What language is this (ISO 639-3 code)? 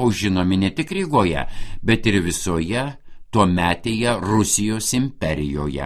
lit